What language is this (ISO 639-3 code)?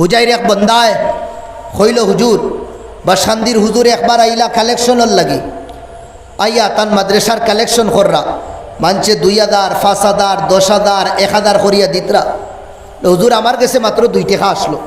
syl